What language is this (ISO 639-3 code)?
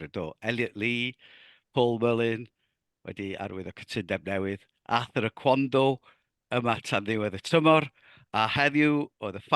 cym